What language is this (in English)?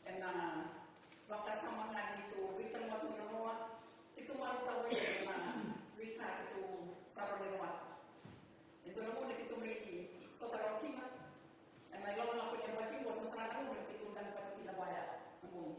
Fijian